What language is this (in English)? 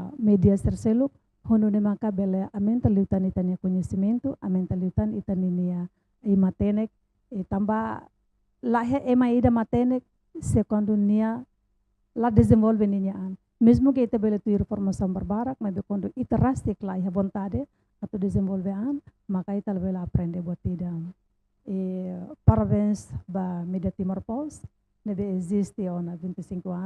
Tetum